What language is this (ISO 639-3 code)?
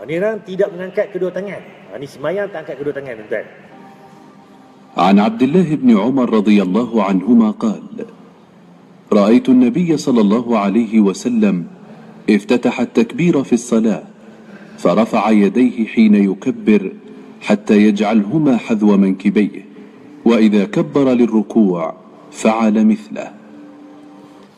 msa